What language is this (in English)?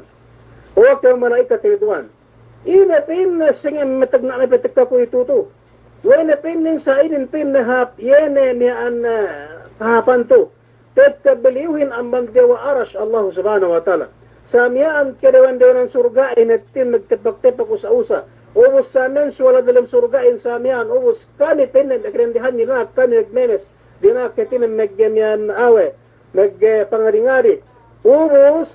Yakan